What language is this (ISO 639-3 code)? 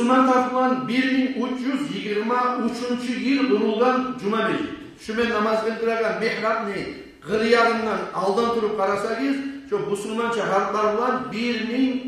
kum